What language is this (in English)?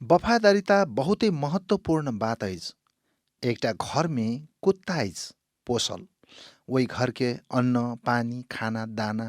Maithili